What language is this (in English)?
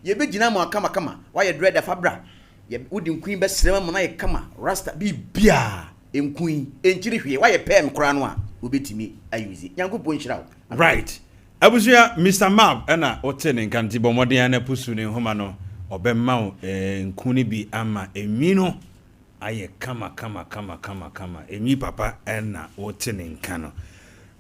Akan